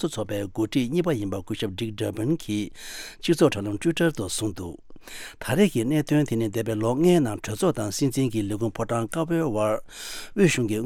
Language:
Tibetan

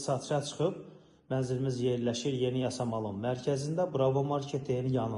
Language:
Azerbaijani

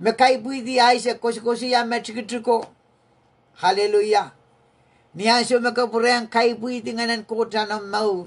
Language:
Pohnpeian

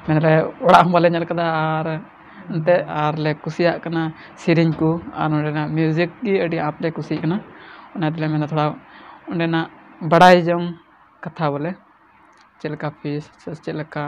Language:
Santali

